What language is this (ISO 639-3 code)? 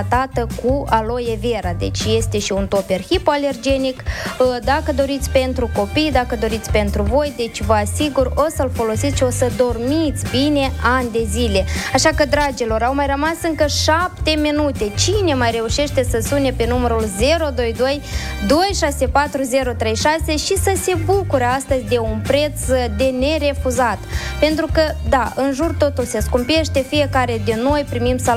ron